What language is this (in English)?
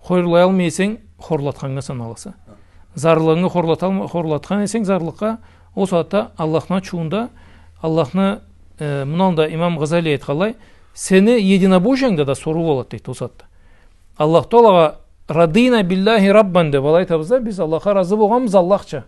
Karachay-Balkar